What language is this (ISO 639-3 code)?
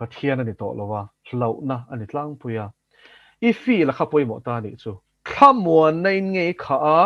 lus